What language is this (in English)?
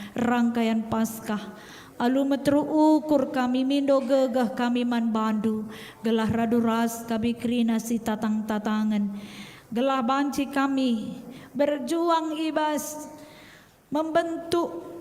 Batak Karo